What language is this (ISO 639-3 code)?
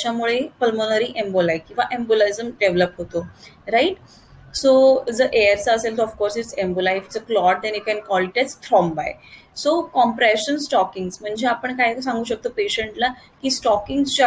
mar